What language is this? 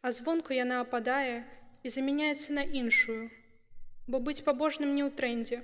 Belarusian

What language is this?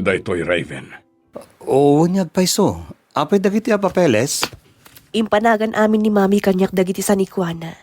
Iloko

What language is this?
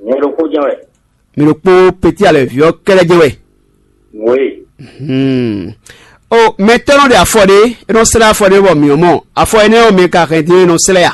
Fon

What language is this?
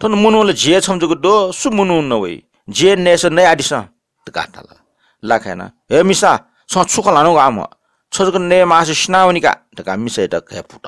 Newari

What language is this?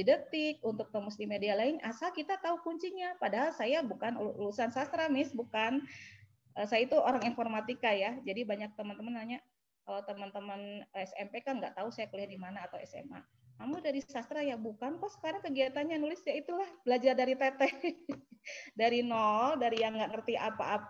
Indonesian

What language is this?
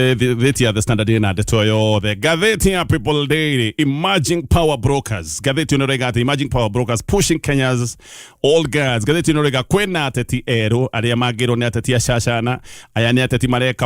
Kikuyu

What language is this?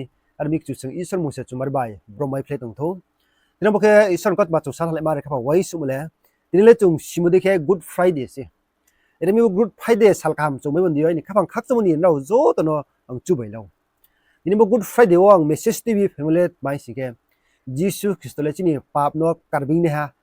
Riang (India)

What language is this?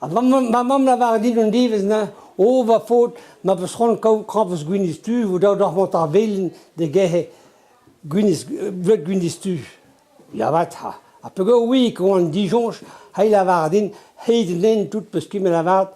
Breton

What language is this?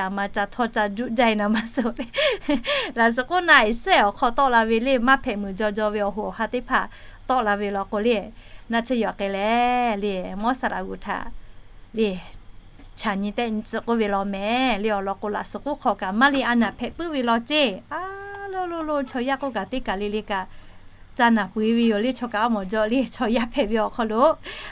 Lahu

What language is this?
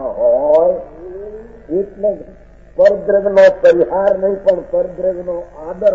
Gujarati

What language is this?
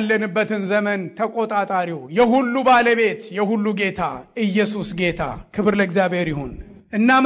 Amharic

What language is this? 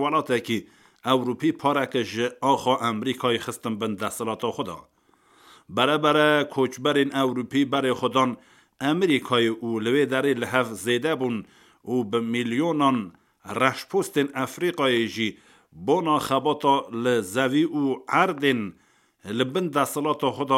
Kurdish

